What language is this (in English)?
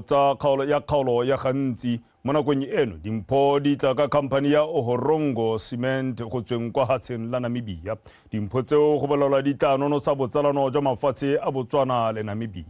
Tswana